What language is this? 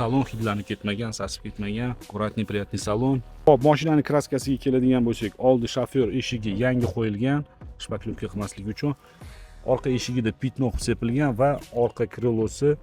Uzbek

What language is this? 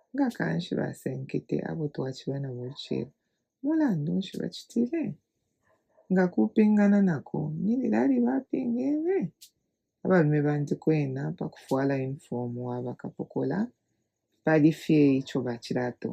Bemba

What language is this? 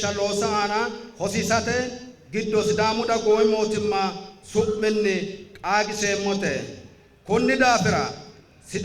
Sidamo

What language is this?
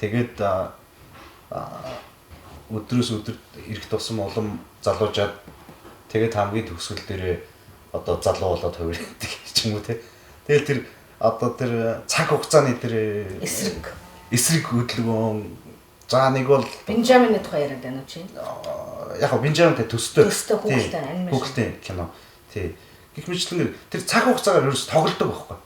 Mongolian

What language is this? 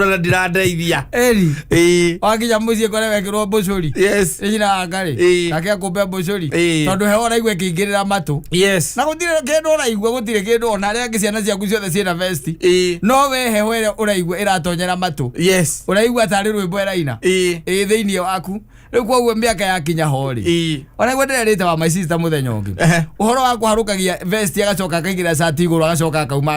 Kikuyu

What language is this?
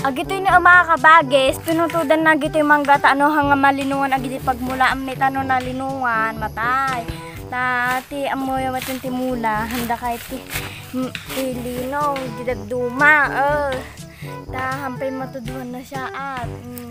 Iloko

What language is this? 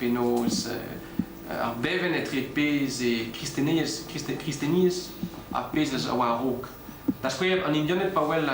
Breton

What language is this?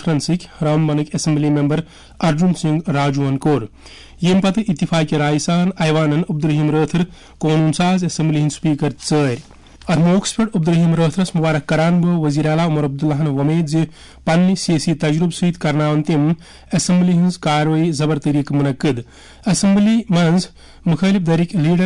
Kashmiri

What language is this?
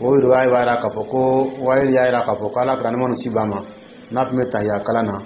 Dyula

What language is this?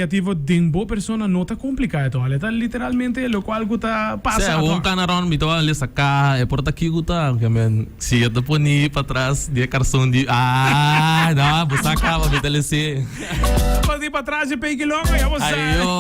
Papiamento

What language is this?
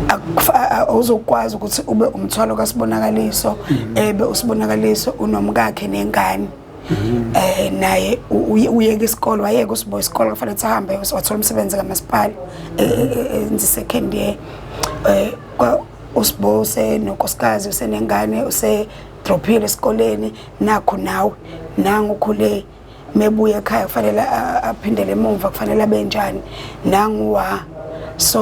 Zulu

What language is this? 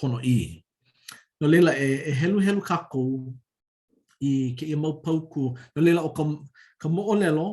Hawaiian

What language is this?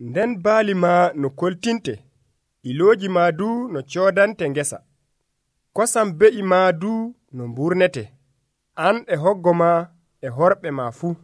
Nigerian Fulfulde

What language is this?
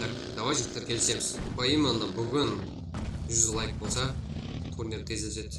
Kara-Kalpak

